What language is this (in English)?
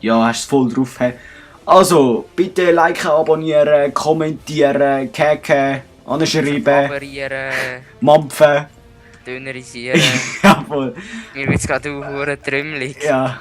Swiss German